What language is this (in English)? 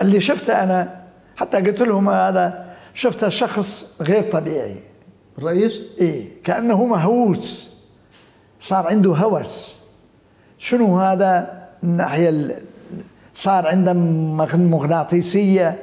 Mesopotamian Arabic